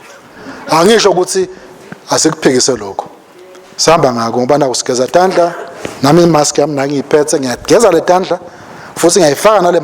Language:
Swati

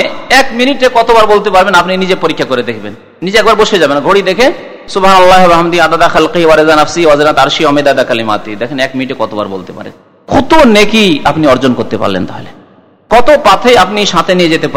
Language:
Bangla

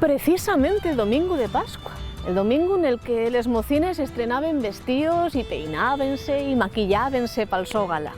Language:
Asturian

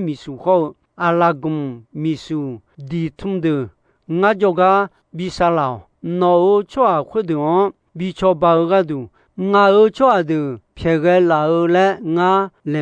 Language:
Akha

